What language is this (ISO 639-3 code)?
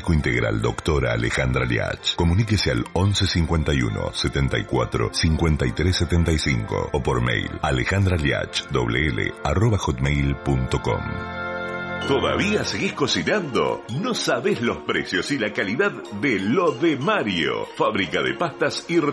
spa